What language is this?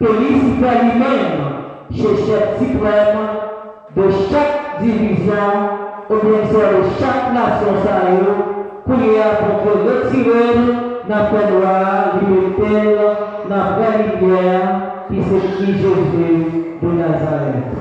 Haitian Creole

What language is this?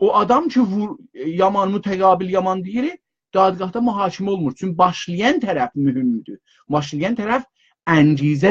South Azerbaijani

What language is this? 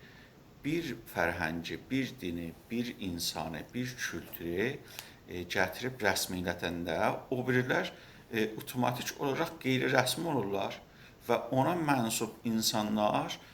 South Azerbaijani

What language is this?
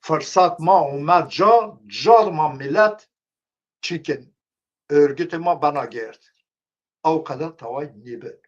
Zaza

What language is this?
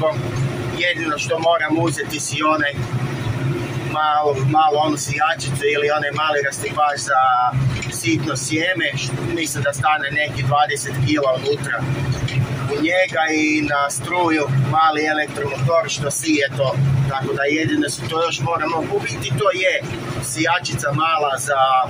Croatian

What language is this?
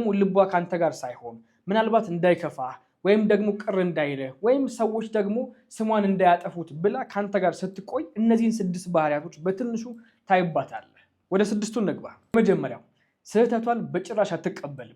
Amharic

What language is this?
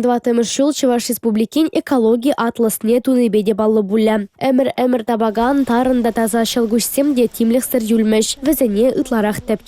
Chuvash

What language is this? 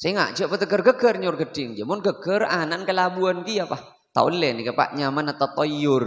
Madurese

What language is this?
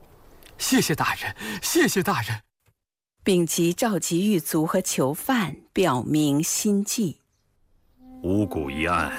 Chinese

